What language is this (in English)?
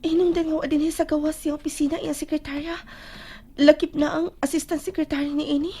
Cebuano